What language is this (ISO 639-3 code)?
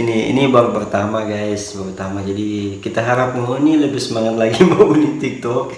xmm